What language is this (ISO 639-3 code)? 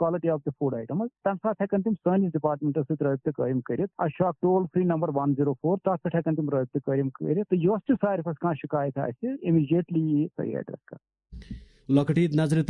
kas